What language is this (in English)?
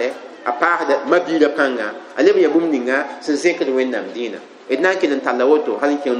Mossi